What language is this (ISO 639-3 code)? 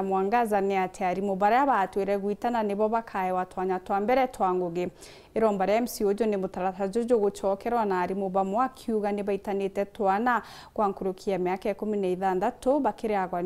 mer